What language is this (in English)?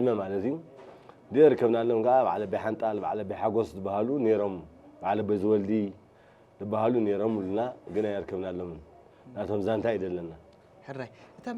Tigrinya